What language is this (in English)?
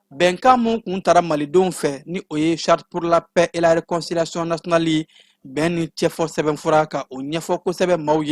Bambara